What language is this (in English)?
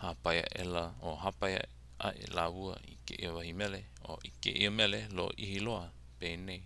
Hawaiian